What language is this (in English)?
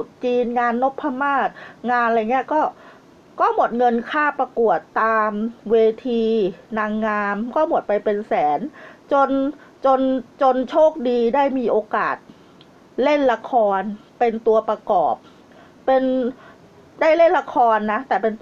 Thai